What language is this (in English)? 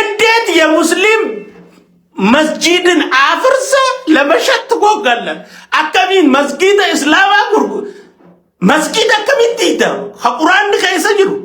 Oromo